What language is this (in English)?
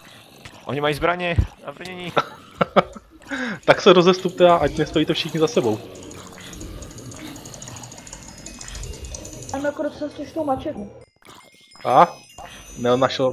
Czech